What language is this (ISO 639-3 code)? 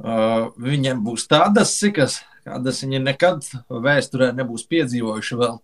lav